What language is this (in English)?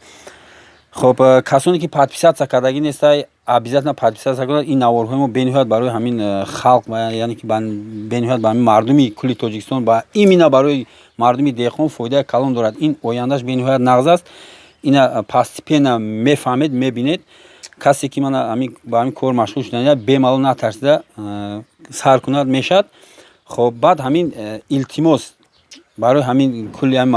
Tajik